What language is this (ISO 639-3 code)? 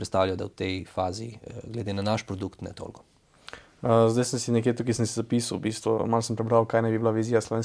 slv